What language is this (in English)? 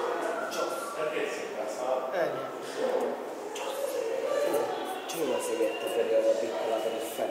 Italian